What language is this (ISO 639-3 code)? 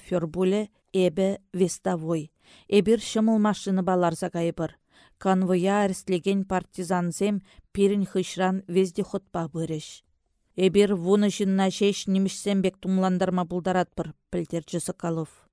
chv